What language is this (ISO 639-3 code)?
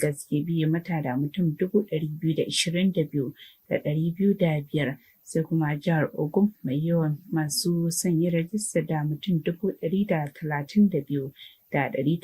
hau